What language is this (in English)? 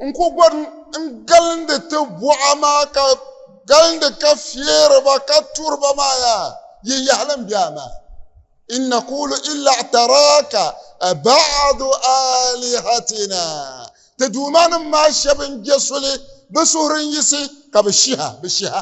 Dagbani